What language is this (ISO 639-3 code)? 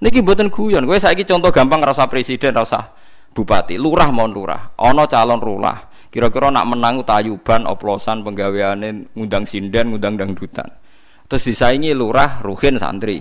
jav